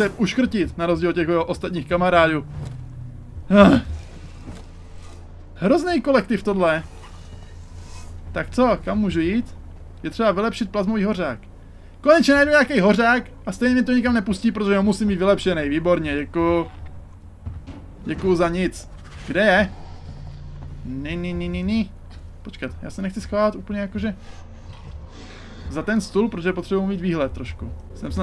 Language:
Czech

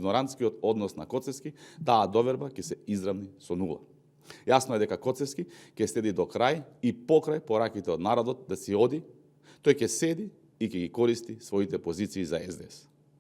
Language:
Macedonian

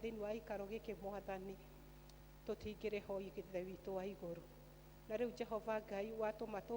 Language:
Kikuyu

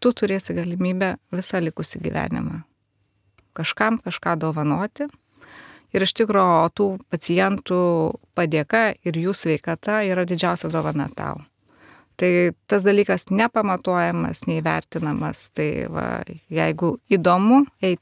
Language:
Lithuanian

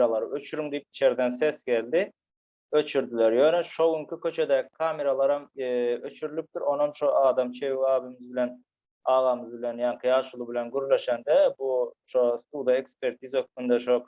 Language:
Turkmen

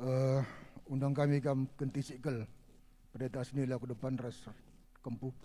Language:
Batak Karo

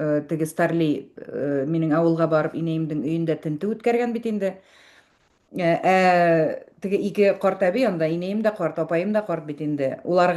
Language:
Bashkir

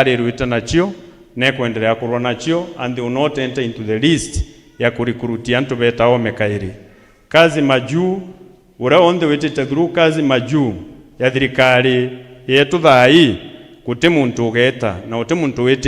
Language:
Meru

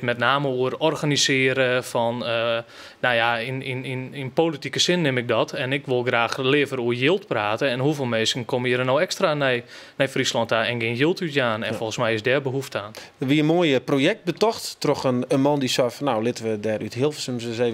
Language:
Western Frisian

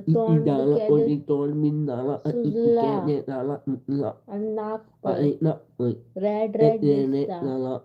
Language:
Konkani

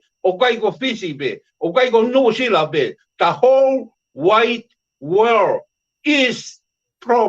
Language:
Tongan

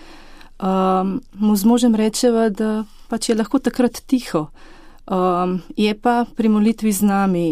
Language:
Slovenian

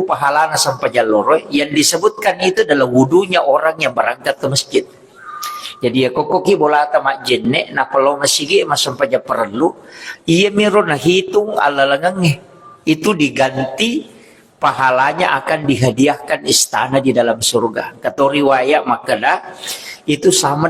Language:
Buginese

